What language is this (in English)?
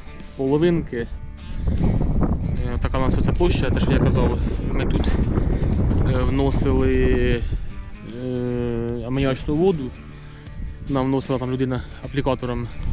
Ukrainian